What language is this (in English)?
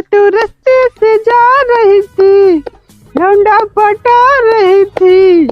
Awadhi